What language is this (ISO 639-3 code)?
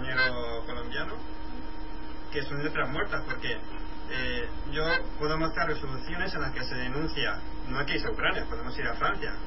spa